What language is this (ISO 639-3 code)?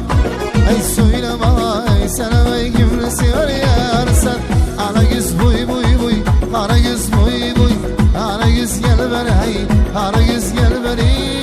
kaa